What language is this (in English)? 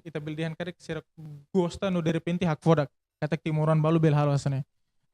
Tetum